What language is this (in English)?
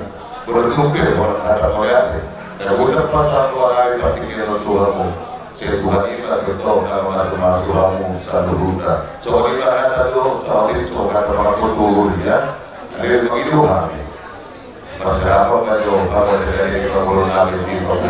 Batak Toba